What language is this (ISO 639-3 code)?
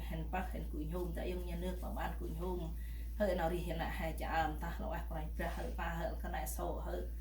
cmo